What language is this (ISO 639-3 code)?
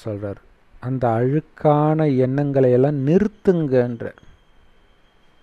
tam